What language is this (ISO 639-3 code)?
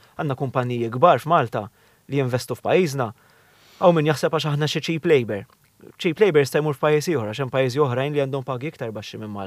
mlt